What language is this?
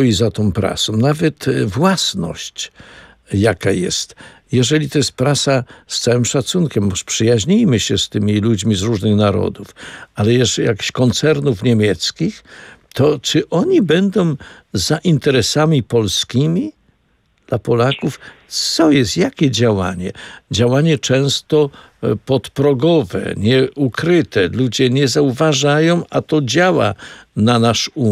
Polish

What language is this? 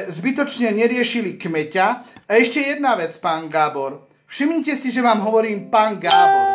Slovak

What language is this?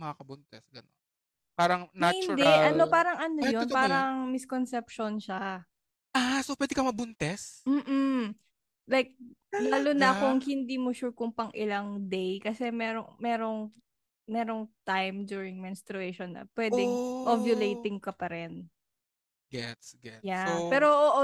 Filipino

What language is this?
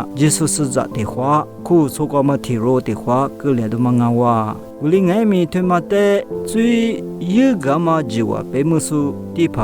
Lisu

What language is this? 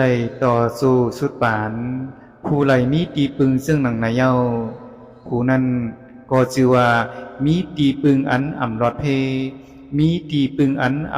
Shan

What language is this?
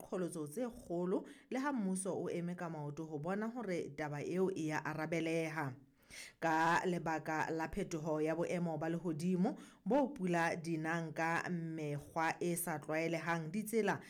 Southern Sotho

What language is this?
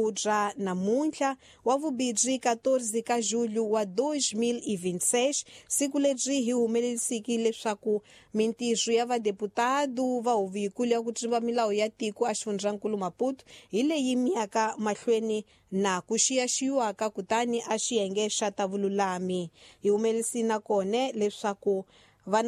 Tsonga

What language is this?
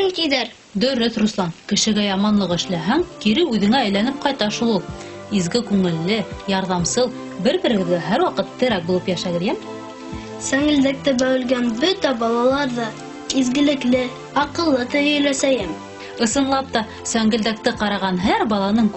Bashkir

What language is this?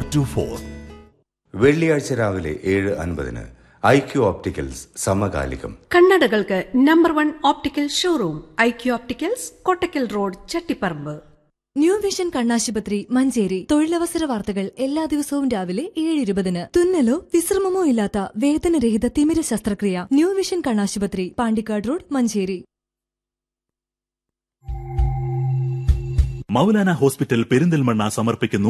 Malayalam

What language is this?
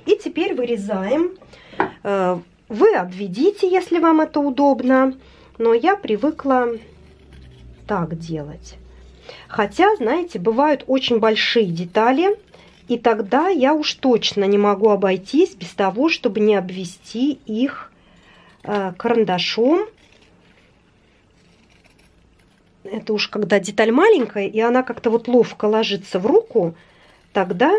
Russian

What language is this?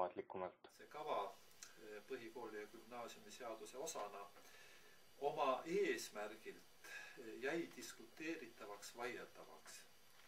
Estonian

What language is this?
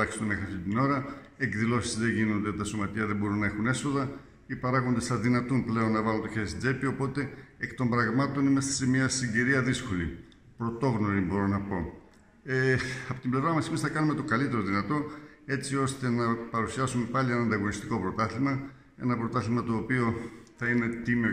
Greek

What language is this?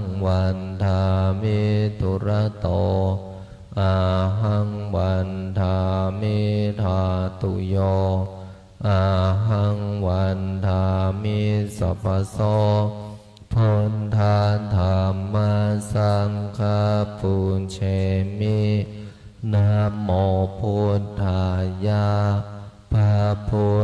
Pali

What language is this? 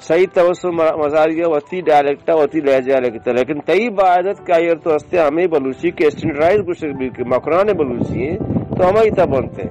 Baluchi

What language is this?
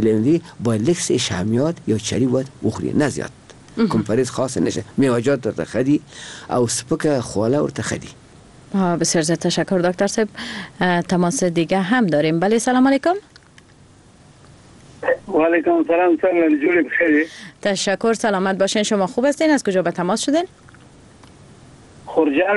Persian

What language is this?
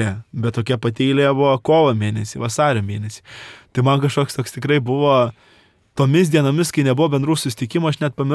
Lithuanian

